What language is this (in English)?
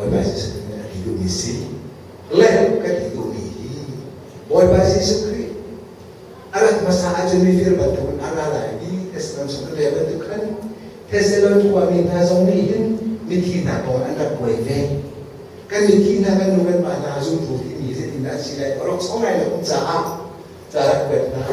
Hakha Chin